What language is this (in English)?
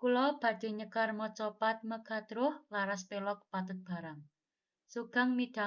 Javanese